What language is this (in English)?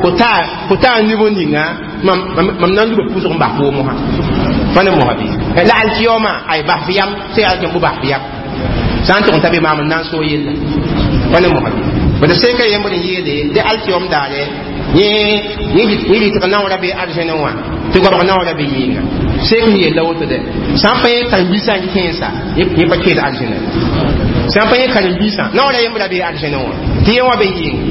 Mossi